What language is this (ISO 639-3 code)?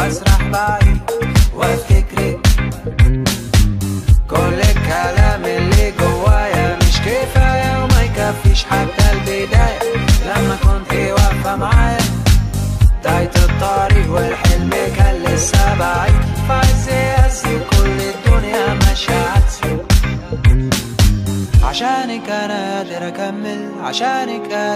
arz